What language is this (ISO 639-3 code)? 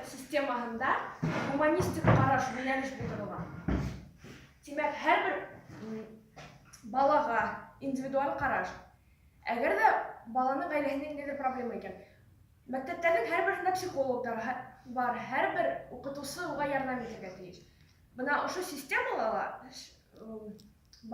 bak